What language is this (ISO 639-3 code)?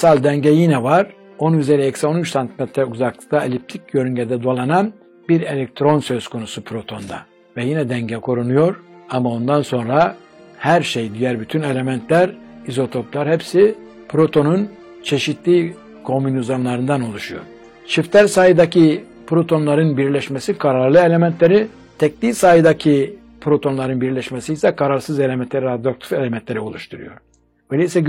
tur